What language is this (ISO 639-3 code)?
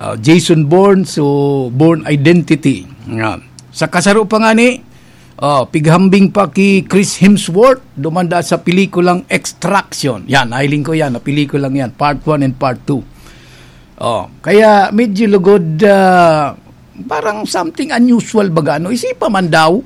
bik